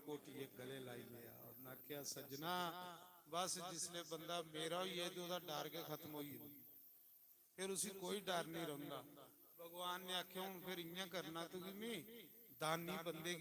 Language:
Dogri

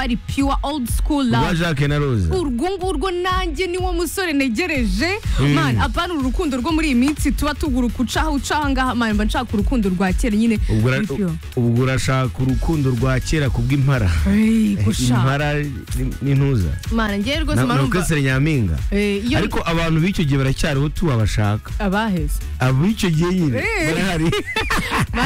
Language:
Kinyarwanda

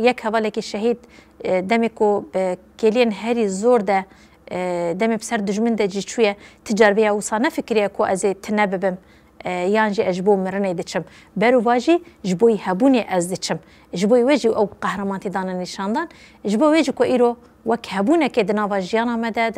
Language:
Kurdish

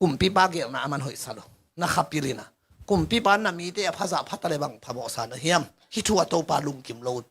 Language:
Tedim Chin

